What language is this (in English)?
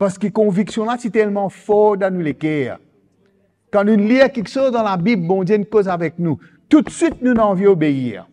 Morisyen